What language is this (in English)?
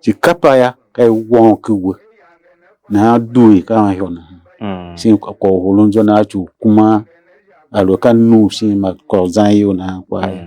Tiv